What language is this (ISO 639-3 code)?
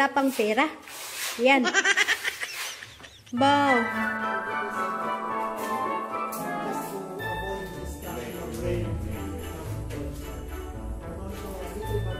fil